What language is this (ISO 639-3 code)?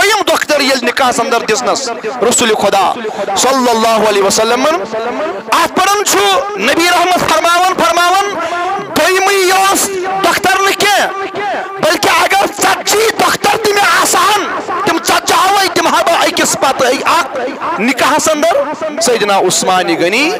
kas